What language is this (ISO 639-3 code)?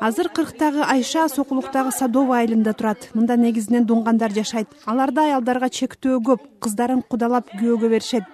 kir